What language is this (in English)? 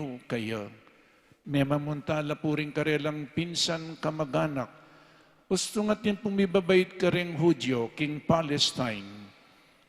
Pampanga